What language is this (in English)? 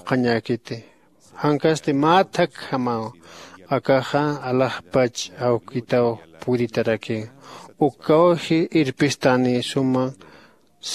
Aymara